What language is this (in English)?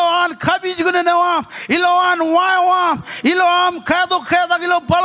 Marshallese